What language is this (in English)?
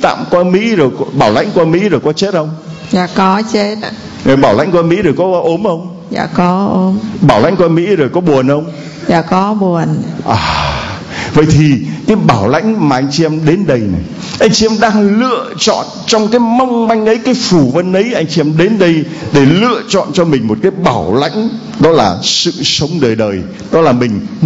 Vietnamese